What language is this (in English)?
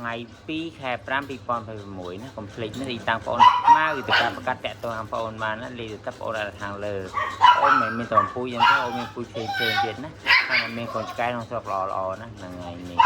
Khmer